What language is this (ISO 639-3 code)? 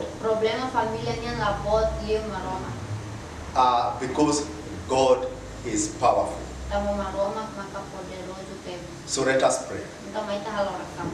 tet